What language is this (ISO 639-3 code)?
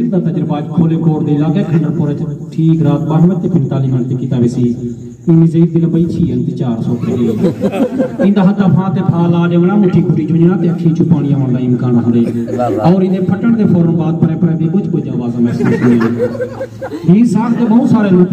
skr